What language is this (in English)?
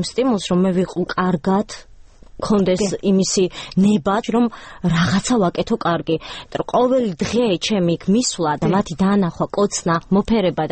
Georgian